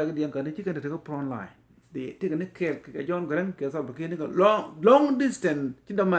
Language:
Nuer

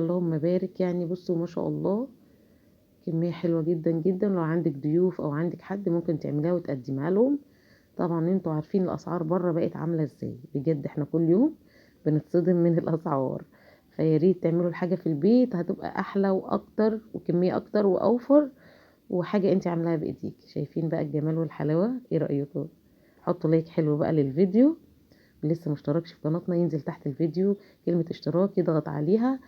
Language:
Egyptian Arabic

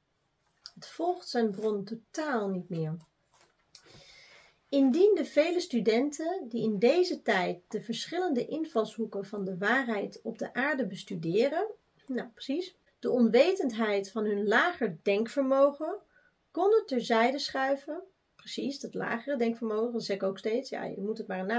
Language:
Dutch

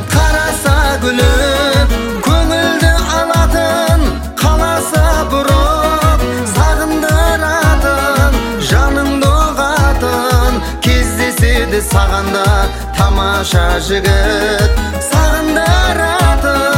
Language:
Kazakh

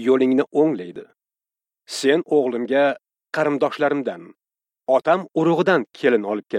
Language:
Uzbek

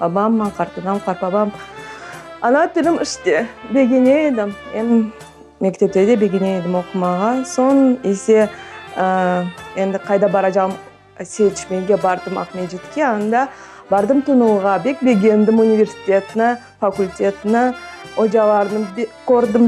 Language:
Crimean Tatar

